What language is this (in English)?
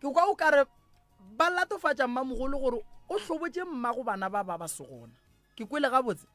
Northern Sotho